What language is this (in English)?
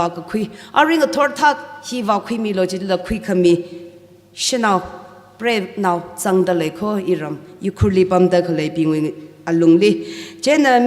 Tangkhul Naga (India)